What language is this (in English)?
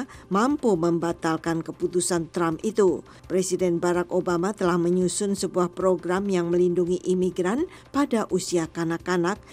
Indonesian